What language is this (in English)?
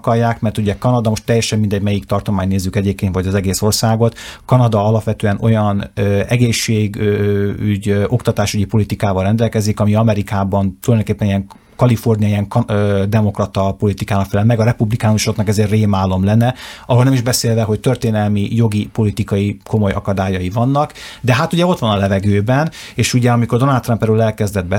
Hungarian